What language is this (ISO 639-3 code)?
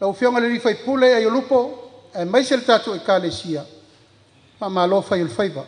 smo